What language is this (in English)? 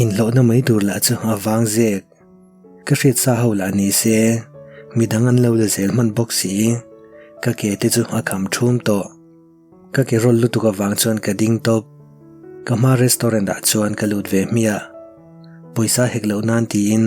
Mizo